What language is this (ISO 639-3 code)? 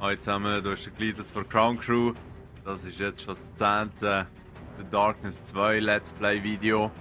gsw